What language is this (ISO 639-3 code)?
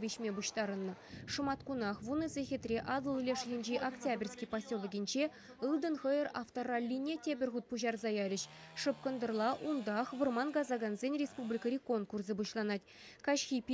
chv